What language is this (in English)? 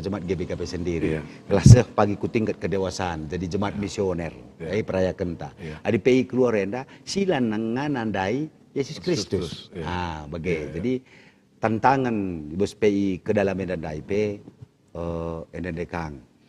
Batak Karo